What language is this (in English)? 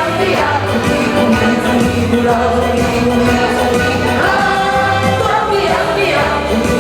Neapolitan